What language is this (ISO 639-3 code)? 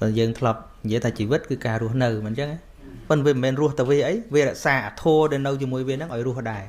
khm